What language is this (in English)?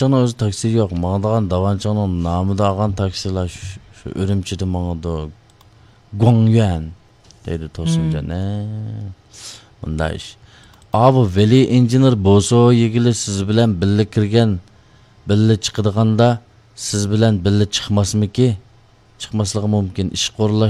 Uyghur